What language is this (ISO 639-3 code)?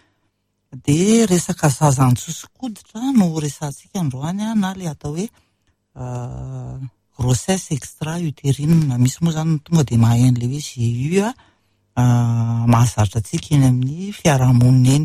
mlg